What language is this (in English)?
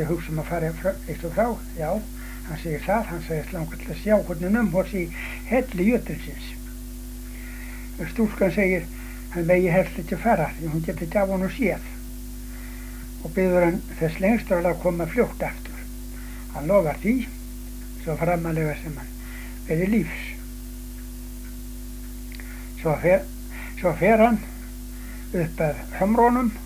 Icelandic